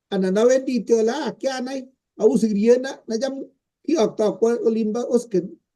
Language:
Kalenjin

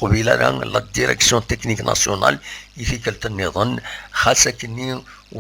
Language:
Kabyle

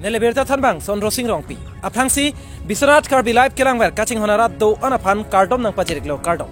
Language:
Karbi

